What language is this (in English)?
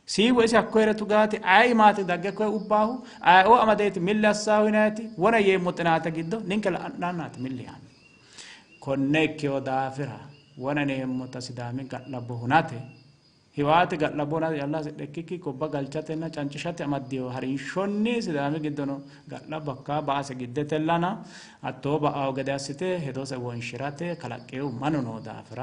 Sidamo